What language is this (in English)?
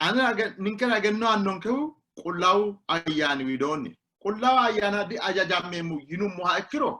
Sidamo